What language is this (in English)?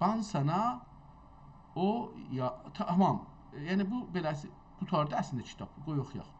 South Azerbaijani